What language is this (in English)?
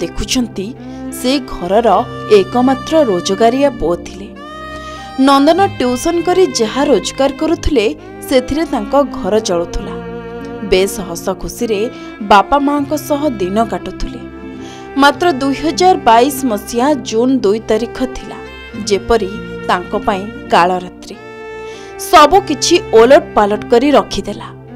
Odia